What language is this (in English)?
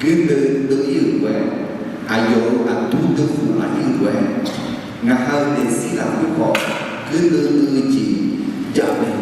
Akha